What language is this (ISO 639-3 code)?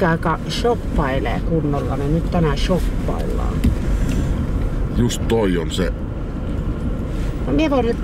fin